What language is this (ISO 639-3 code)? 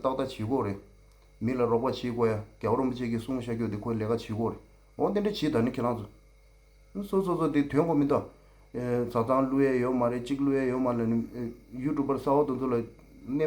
bod